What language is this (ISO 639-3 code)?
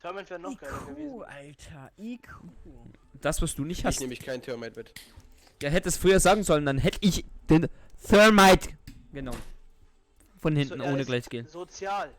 gsw